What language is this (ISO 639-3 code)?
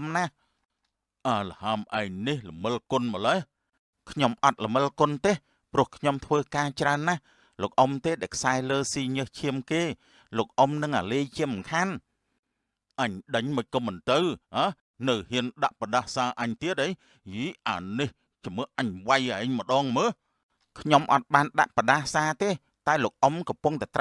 khm